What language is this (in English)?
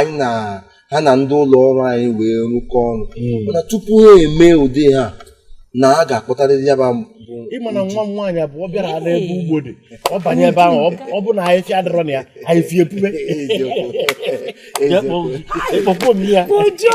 Igbo